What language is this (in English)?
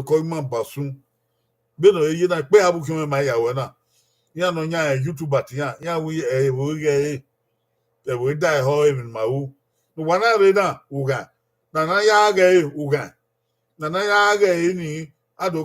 Bini